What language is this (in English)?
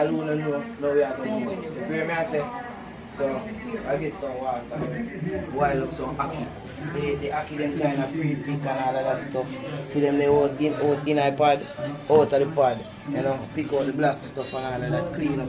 Jamaican Creole English